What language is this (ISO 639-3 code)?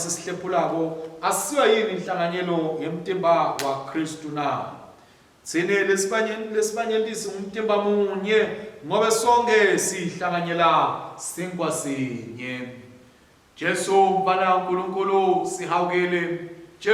ssw